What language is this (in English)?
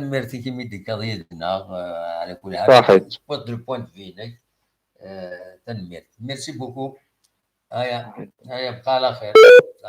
Kabyle